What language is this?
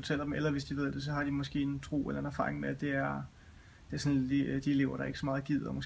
Danish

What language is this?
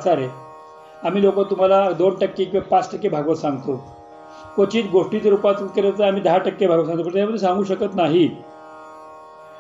Marathi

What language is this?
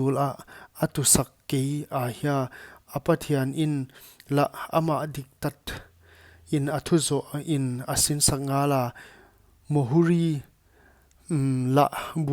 Paite Chin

